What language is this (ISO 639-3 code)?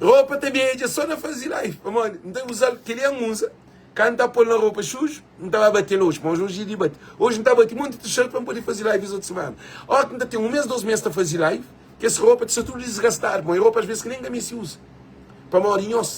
kea